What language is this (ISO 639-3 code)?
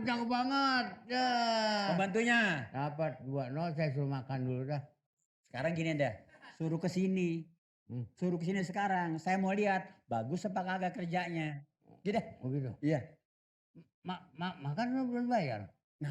bew